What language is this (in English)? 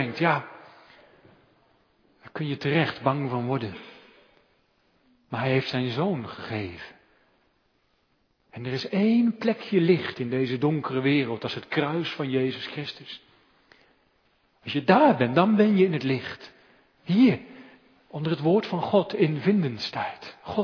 Dutch